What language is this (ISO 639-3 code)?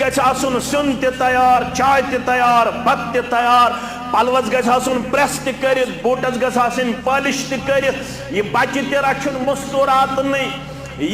kas